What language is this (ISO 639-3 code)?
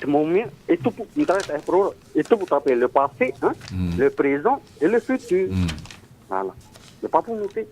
tah